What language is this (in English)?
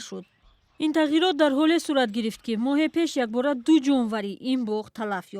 Tajik